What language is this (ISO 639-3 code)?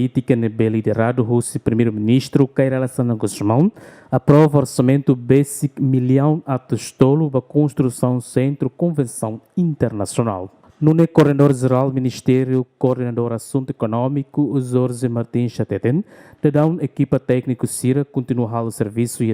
tet